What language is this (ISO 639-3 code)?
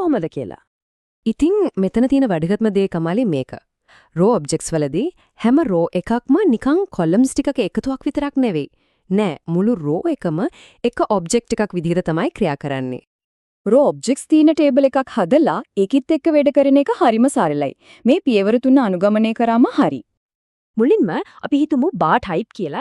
sin